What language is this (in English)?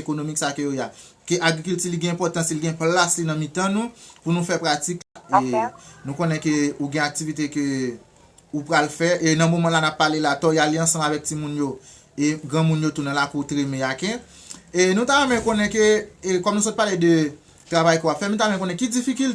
Haitian Creole